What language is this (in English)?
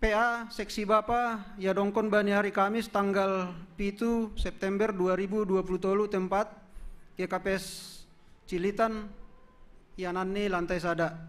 Batak Simalungun